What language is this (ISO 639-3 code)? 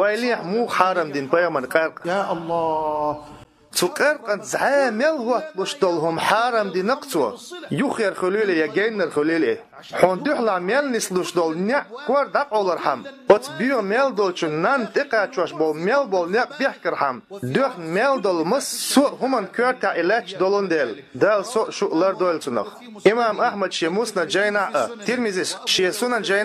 che